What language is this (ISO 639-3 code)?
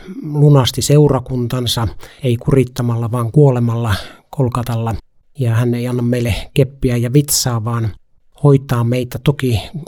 fin